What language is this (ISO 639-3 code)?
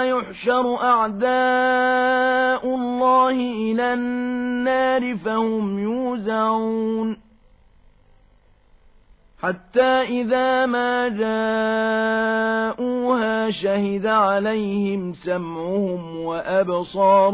ara